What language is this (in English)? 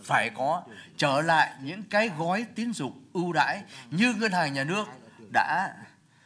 Vietnamese